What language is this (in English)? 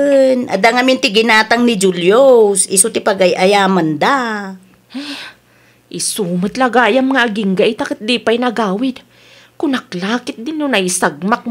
Iloko